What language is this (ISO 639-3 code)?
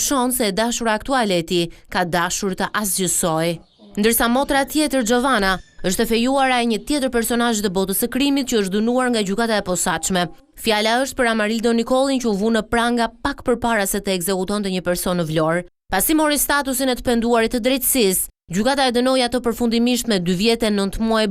sqi